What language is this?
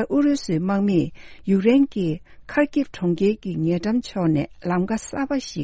Tibetan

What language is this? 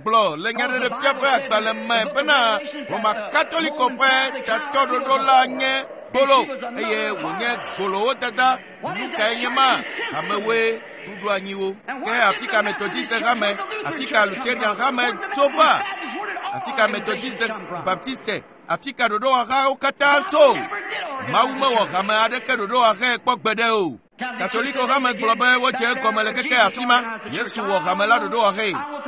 Ewe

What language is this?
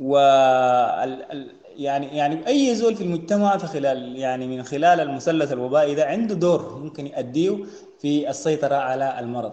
Sudanese Arabic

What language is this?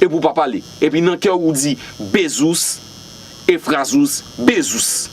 Haitian Creole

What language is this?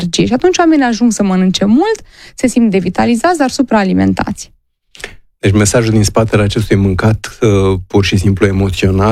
Romanian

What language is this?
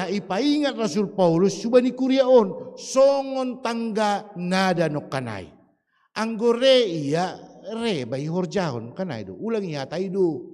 Batak Simalungun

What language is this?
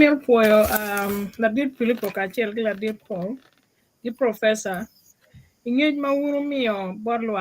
Acoli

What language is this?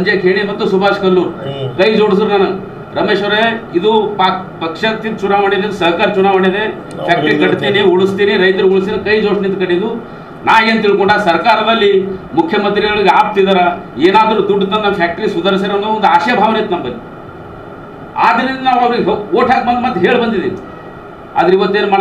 Kannada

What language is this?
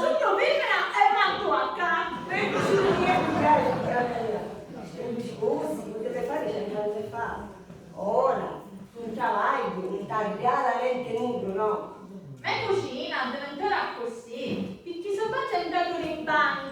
Sicilian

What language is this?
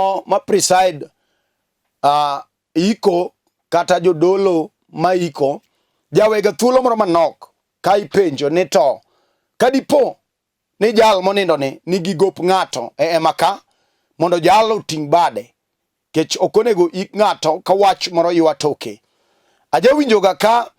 Luo (Kenya and Tanzania)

